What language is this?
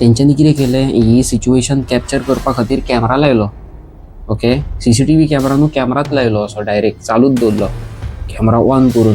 Konkani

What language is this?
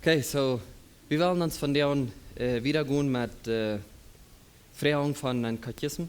Plautdietsch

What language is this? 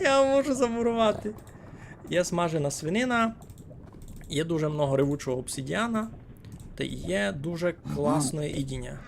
Rusyn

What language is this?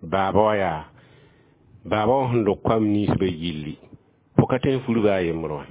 Mossi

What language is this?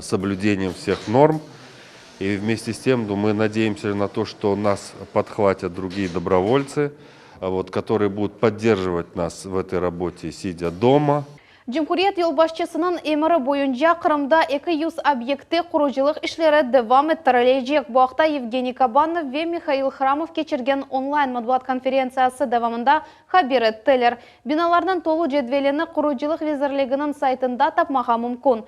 Crimean Tatar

